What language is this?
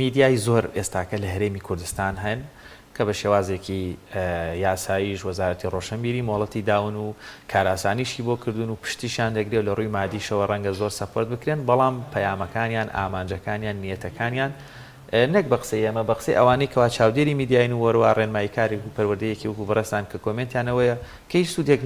Central Kurdish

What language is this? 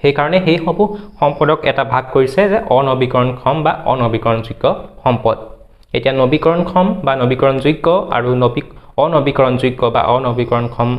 Assamese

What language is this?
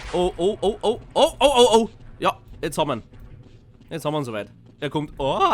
Bavarian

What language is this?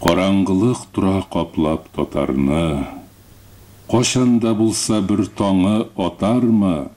Tatar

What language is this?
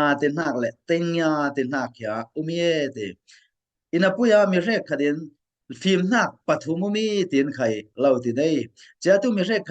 Falam Chin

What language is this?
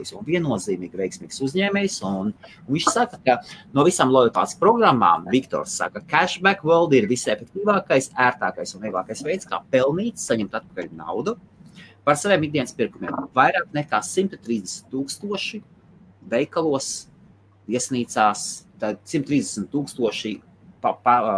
Latvian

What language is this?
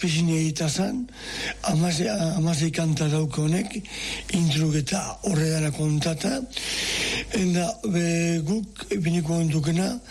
Basque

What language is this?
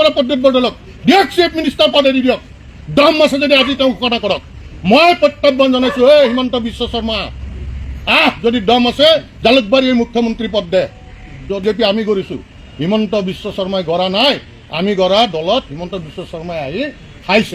Assamese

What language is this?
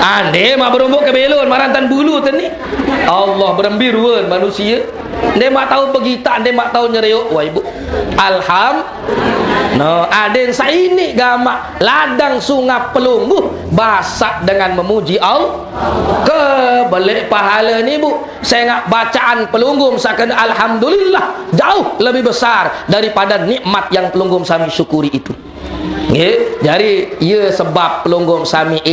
Sasak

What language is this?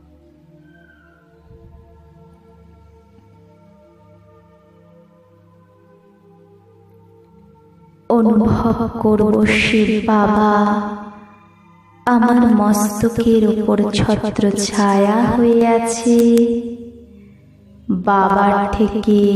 Bangla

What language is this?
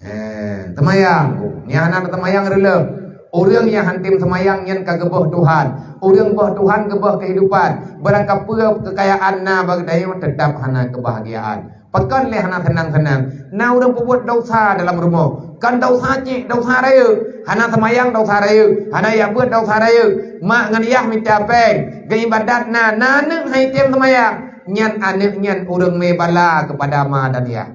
Achinese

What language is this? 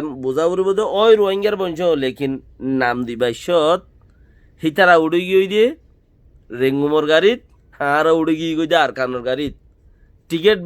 Rohingya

